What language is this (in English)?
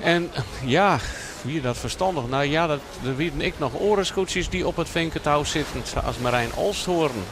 Western Frisian